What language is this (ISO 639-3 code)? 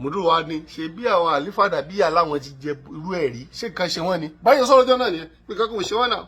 yor